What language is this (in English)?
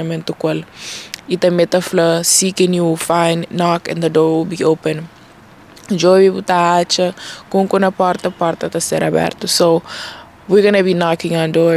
Kabuverdianu